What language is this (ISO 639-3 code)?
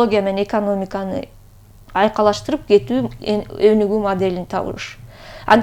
kir